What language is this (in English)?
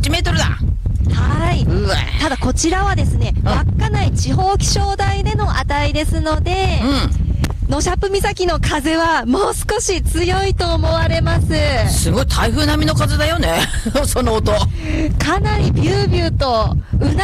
Japanese